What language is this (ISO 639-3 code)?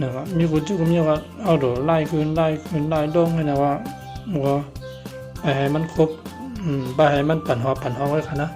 shn